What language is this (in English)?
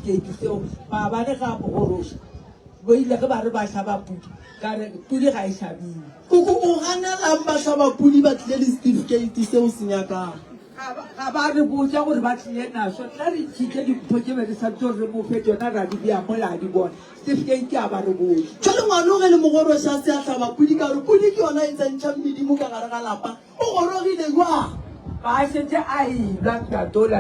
Northern Sotho